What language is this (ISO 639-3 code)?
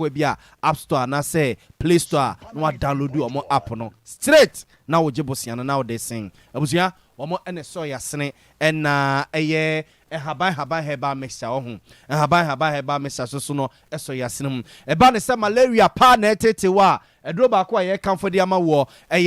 aka